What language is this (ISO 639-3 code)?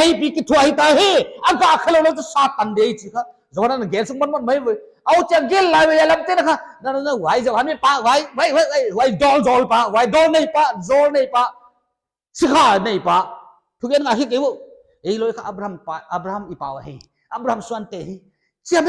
pck